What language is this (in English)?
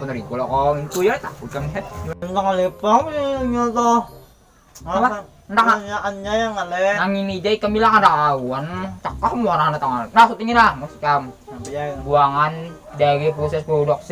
Banjar